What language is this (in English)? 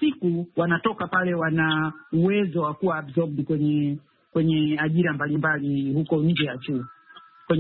Swahili